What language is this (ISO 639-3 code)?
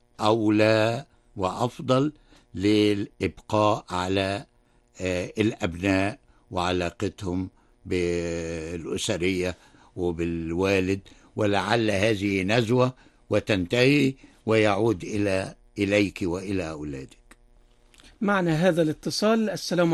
ara